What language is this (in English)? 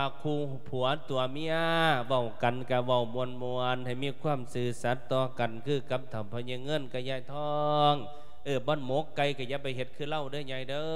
Lao